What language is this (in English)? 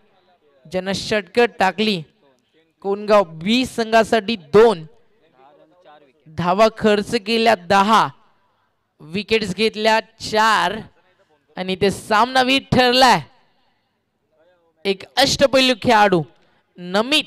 Marathi